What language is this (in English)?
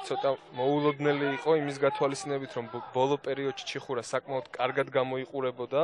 Georgian